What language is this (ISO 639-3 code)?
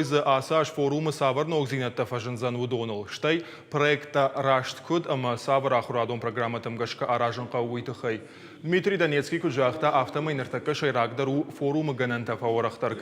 oss